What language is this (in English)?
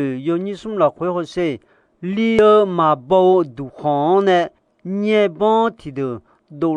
Akha